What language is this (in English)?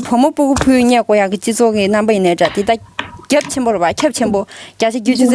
Tibetan